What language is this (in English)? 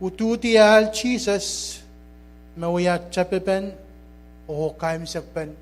Pohnpeian